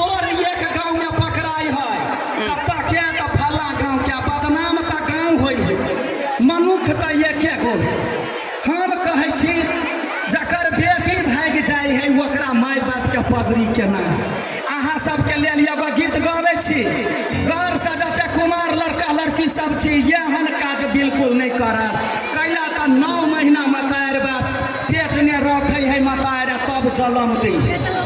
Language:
Maithili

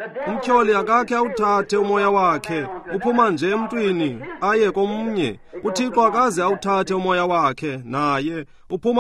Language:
Xhosa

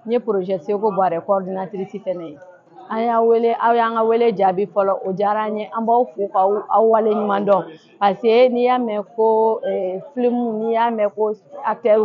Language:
Bambara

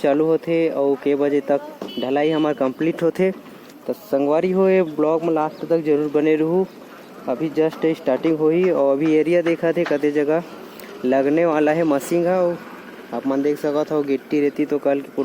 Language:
Chhattisgarhi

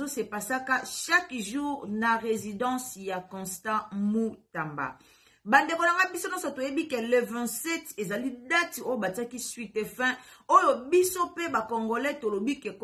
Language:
Lingala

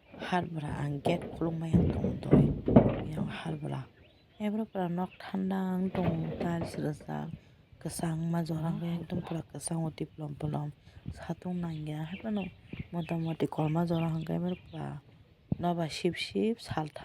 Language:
Kok Borok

